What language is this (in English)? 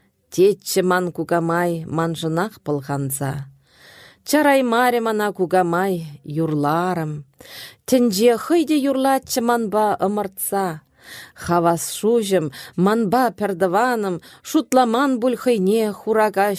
Chuvash